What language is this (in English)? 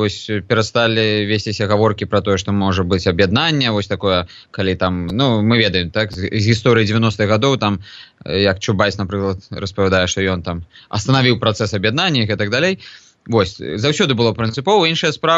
Belarusian